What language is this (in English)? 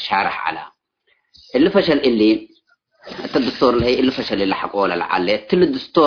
Tigre